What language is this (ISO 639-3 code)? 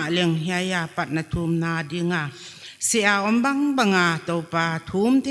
pck